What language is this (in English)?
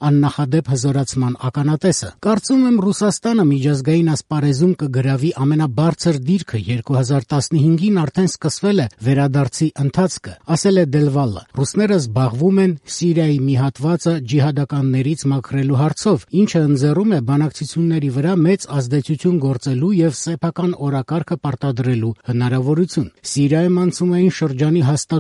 Armenian